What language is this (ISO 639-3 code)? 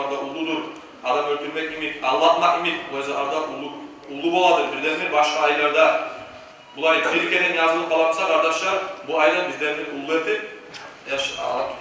kum